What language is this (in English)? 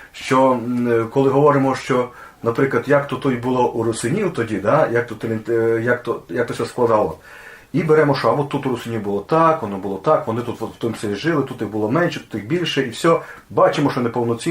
Rusyn